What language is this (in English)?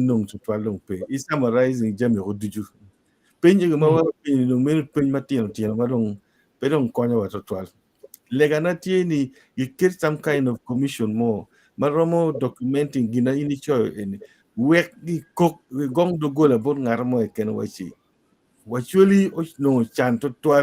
Acoli